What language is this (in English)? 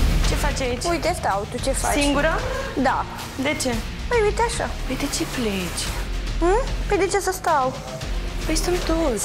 Romanian